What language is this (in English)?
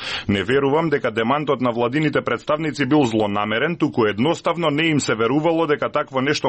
Macedonian